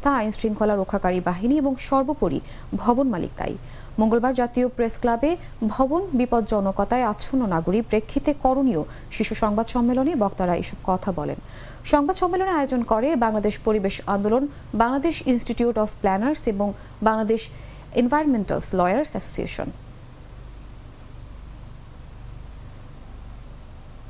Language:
Bangla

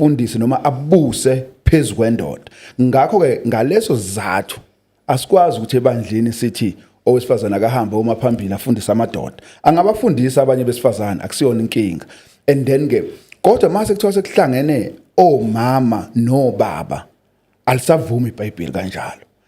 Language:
Zulu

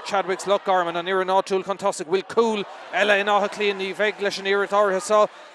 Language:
Irish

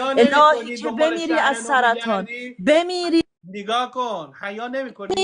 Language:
Persian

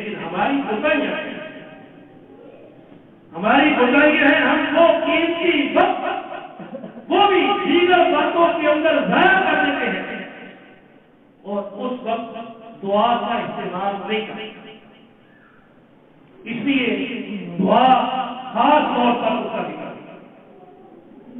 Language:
Urdu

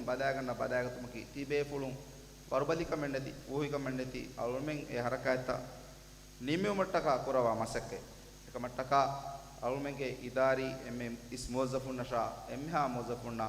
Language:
Divehi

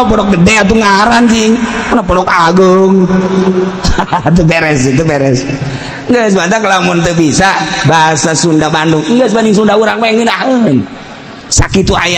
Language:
Sundanese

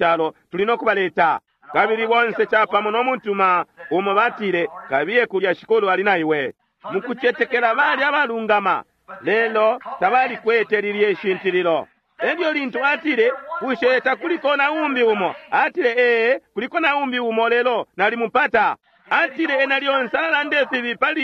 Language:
Bemba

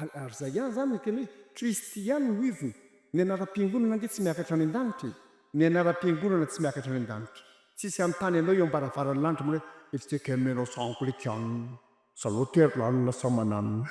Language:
Malagasy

